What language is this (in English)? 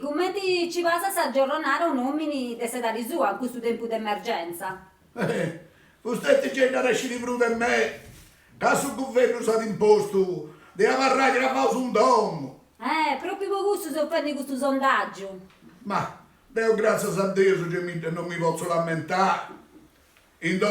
Sardinian